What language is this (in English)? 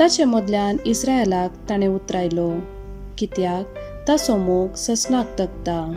Konkani